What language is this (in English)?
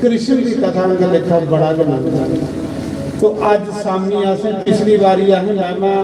Dogri